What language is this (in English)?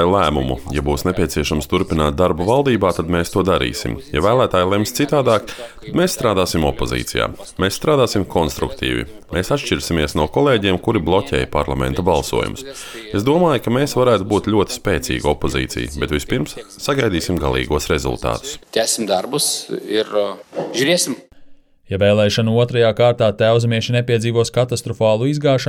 Latvian